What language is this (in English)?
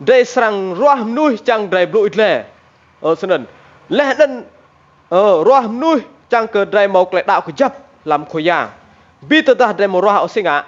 Rade